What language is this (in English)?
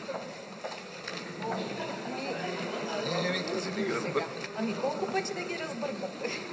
Bulgarian